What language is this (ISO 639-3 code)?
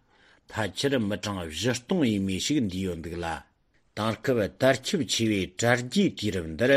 bod